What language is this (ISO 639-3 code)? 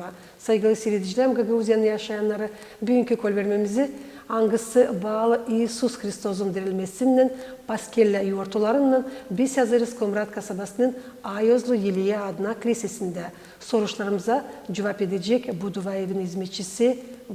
gag